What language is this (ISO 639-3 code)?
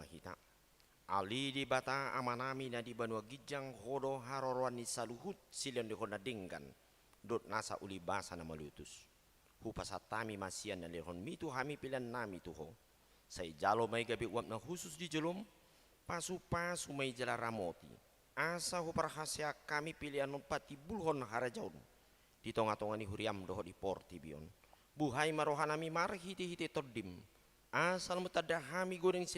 bbc